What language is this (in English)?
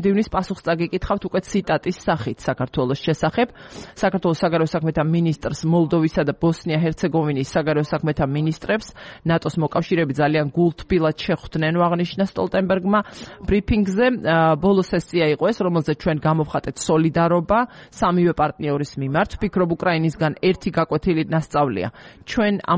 Georgian